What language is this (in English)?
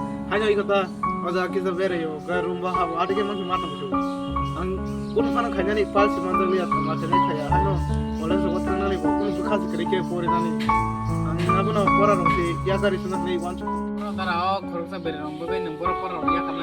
Kok Borok